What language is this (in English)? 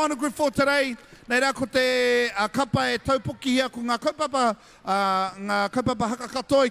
Māori